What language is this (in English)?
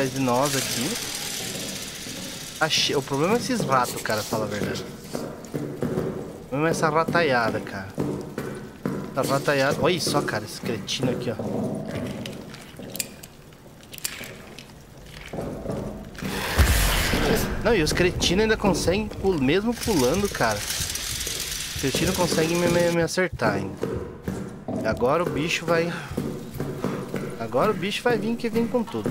Portuguese